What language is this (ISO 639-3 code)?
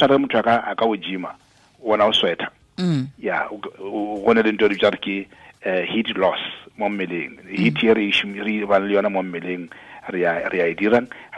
tsn